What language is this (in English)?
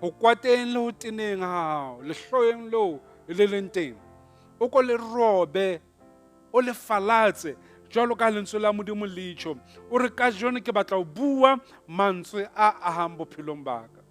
Southern Sotho